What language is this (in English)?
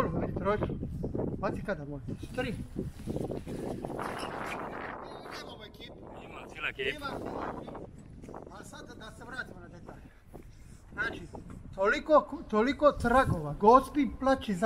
Croatian